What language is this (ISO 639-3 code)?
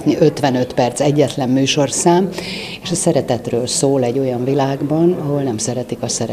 hun